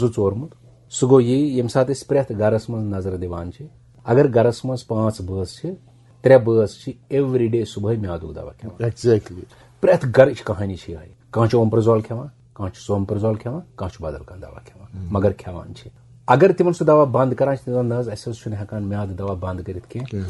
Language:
Kashmiri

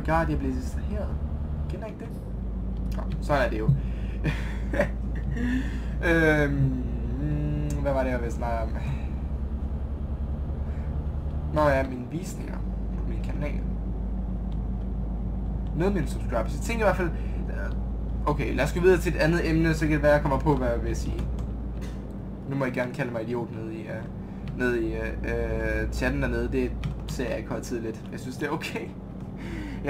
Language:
Danish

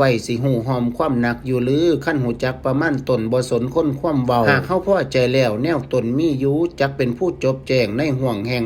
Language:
Lao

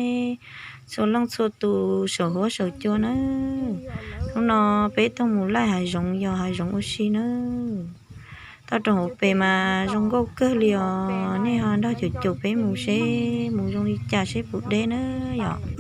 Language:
Hmong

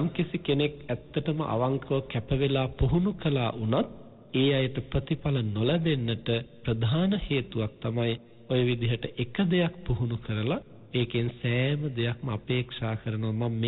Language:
Sinhala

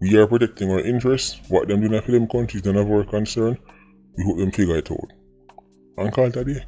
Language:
Jamaican Creole English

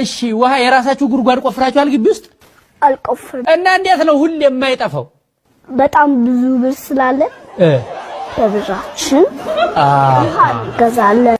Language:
Amharic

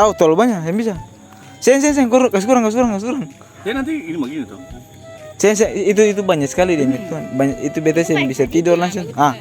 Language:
Ambonese Malay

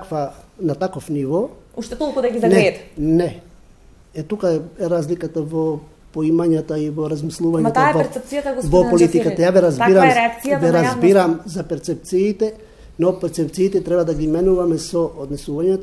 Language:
Macedonian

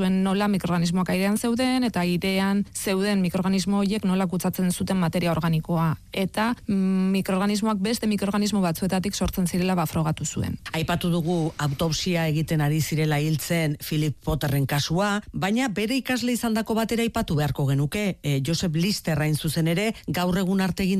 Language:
Basque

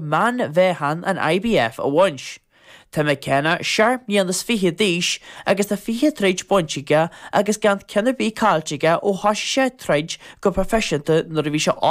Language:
Irish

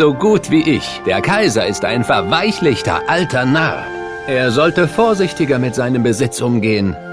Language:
Bavarian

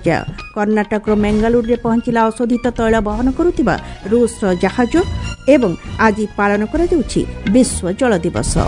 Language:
Odia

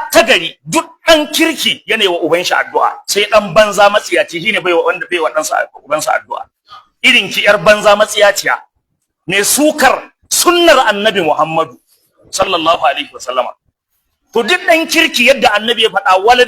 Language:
Hausa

